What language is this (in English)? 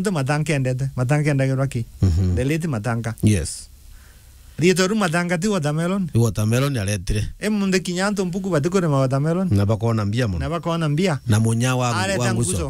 Meru